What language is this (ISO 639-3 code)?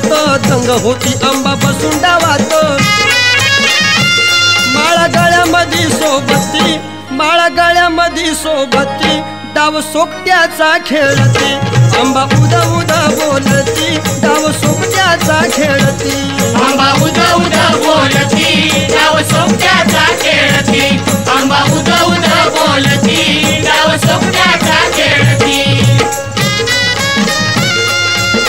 mar